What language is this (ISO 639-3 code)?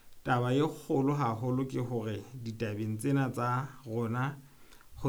sot